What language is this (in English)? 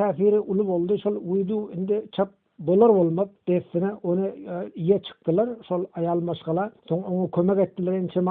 Turkmen